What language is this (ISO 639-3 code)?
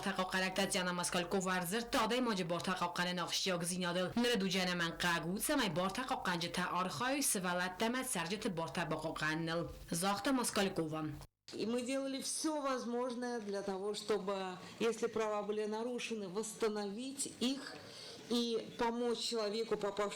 oss